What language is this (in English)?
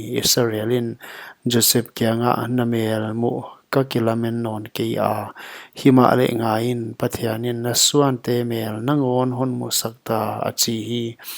Paite Chin